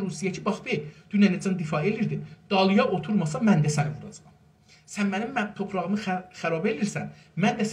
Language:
South Azerbaijani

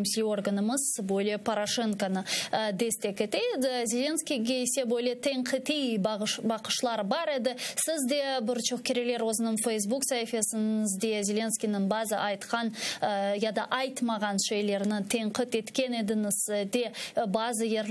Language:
Crimean Tatar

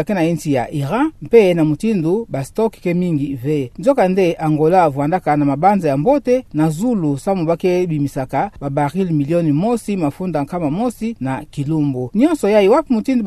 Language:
Kituba (Democratic Republic of Congo)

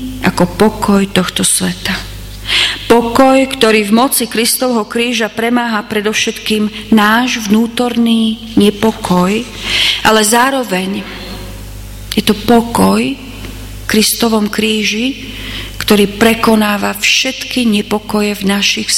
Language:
Slovak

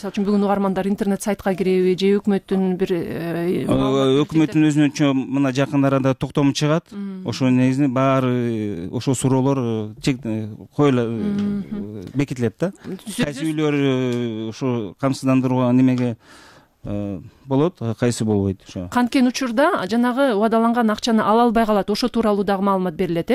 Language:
Kyrgyz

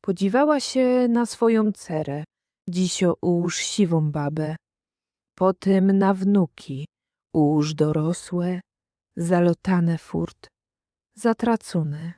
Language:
Silesian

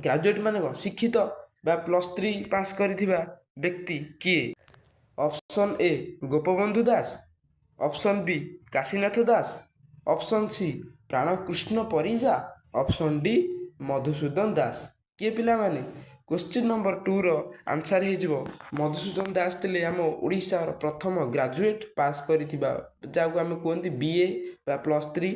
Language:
Odia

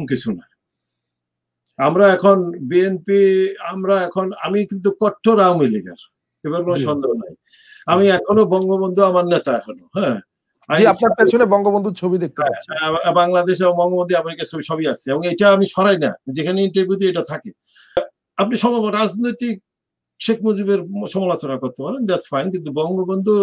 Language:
Bangla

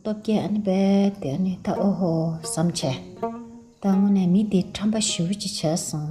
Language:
Tibetan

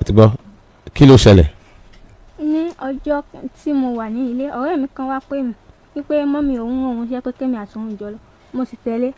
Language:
Yoruba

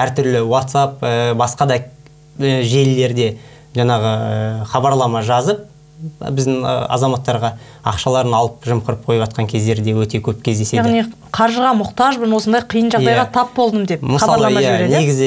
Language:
Kazakh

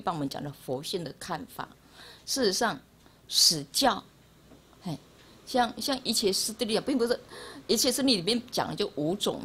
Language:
Chinese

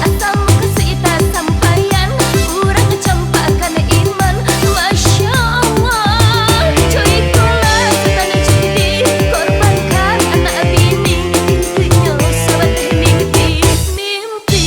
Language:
Minangkabau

